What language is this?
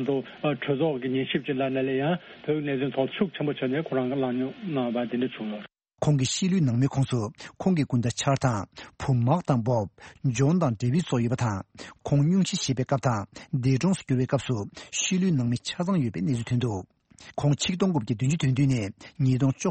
Tibetan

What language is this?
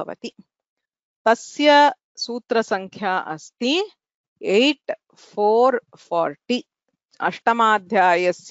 Sanskrit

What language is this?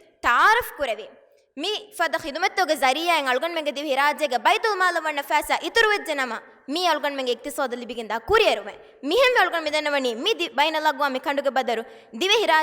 Divehi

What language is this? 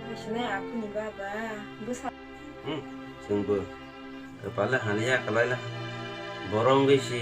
Kok Borok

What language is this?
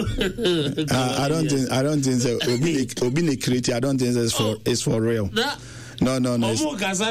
Akan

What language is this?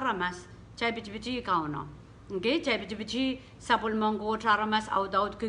Pohnpeian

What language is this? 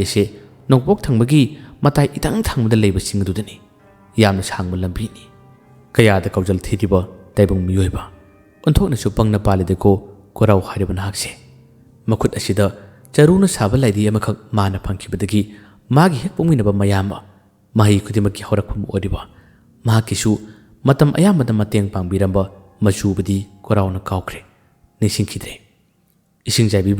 Manipuri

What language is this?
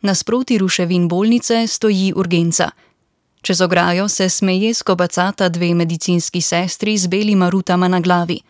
Slovenian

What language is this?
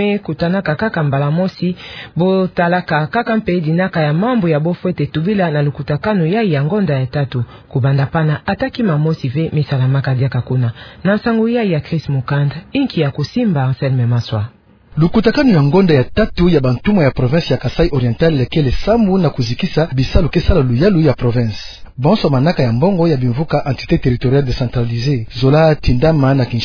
Kituba (Democratic Republic of Congo)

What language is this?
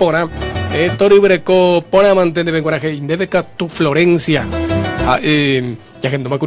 Guarani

